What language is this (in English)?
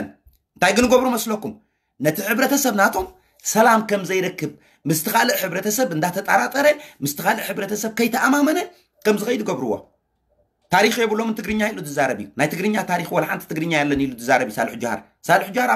Tigrinya